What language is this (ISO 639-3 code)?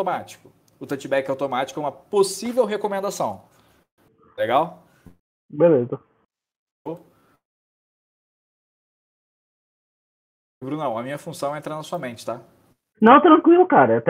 por